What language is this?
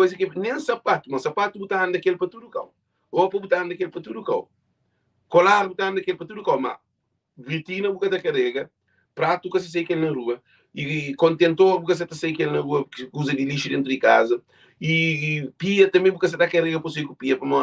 Kabuverdianu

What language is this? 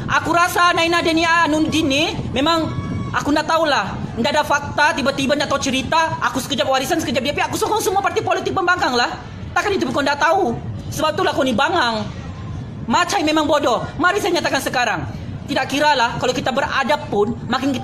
Malay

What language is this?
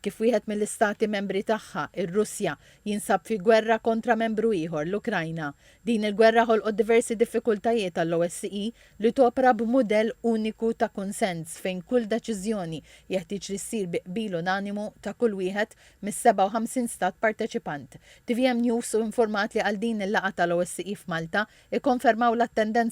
Maltese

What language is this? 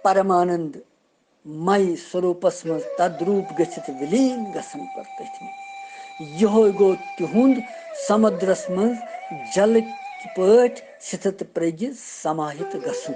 Kashmiri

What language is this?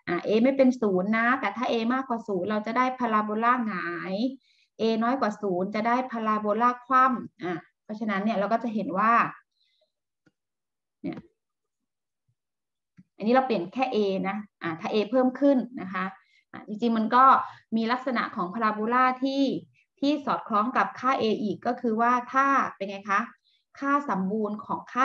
Thai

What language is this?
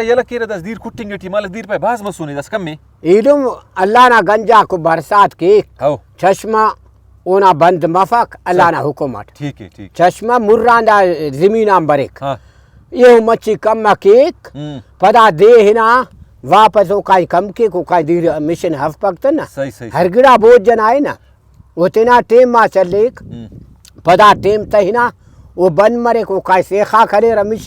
Brahui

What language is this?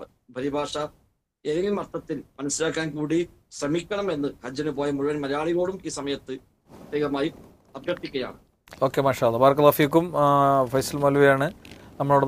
Malayalam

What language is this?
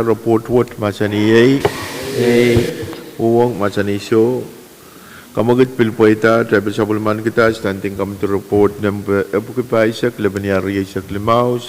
Pohnpeian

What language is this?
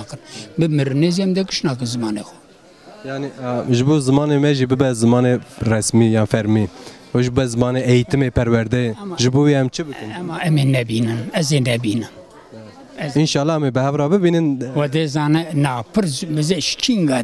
Kurdish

